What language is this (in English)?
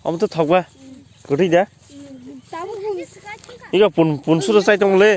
Kok Borok